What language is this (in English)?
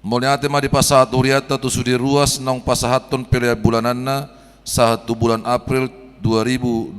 Batak Toba